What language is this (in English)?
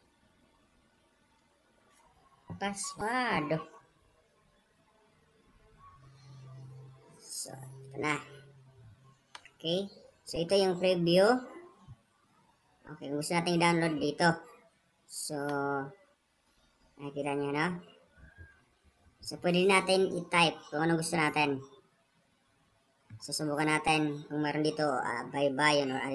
Filipino